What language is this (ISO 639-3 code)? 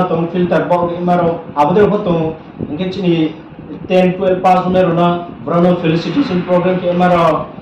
ria